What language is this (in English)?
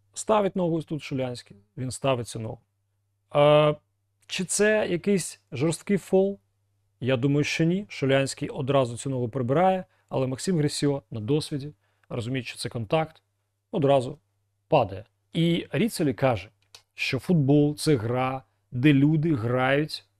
Ukrainian